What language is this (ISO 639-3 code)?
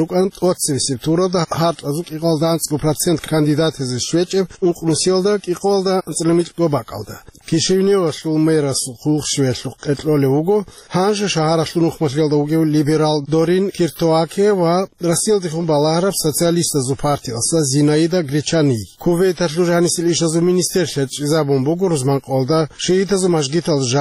ava